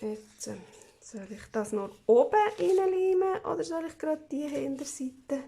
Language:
Swiss German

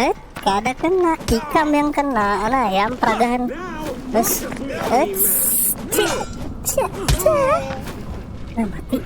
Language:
Banjar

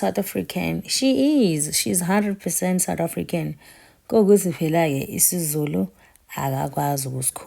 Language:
Zulu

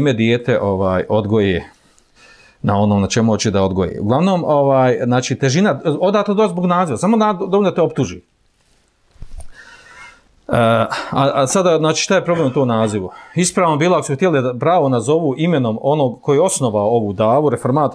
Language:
Bosnian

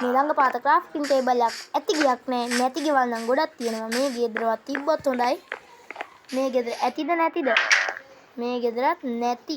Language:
Sinhala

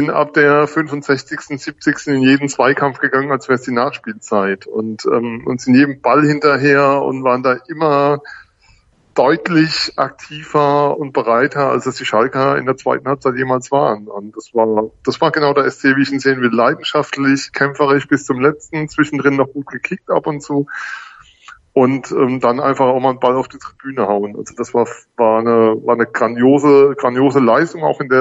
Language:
German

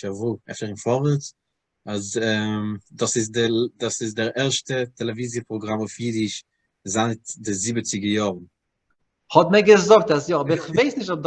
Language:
Yiddish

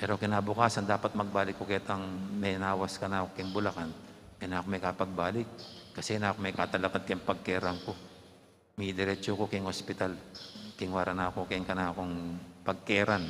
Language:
Pampanga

